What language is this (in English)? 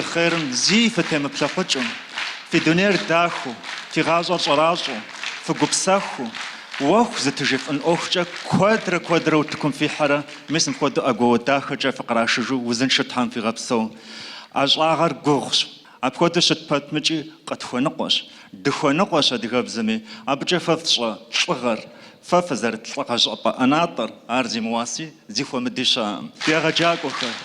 Kabardian